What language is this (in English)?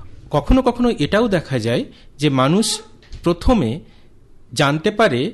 Bangla